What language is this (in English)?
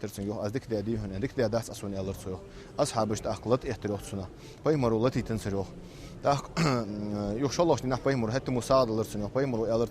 Ingush